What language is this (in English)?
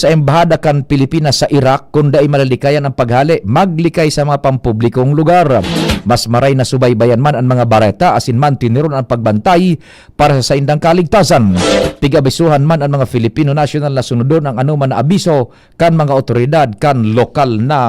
Bikol